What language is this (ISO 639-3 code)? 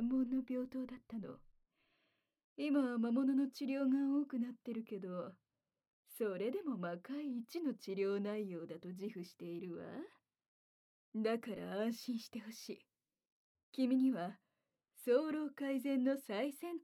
jpn